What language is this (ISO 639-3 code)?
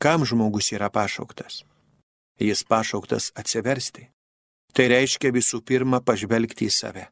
lit